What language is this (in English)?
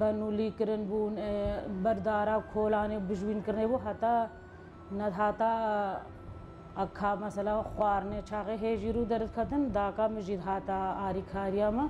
Kurdish